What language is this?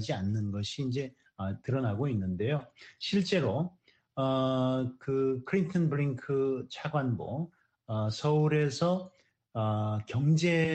Korean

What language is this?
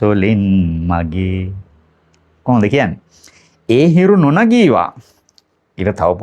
Sinhala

